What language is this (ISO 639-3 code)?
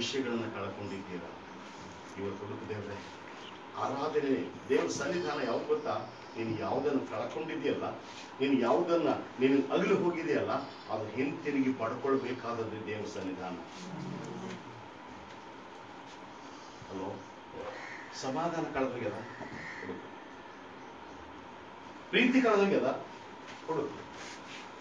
kan